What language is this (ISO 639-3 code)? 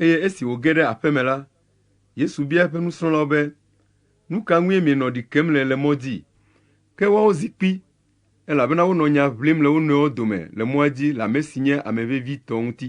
ewe